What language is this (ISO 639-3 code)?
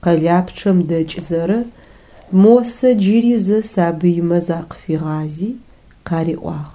ady